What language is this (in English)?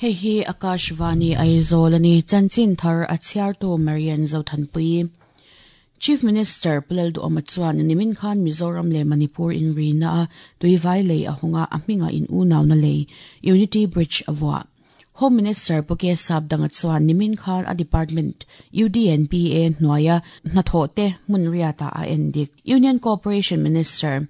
Mizo